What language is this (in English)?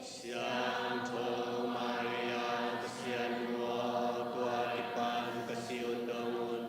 Tedim Chin